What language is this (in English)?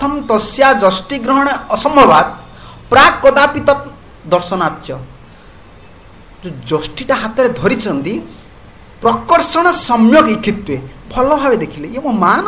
Odia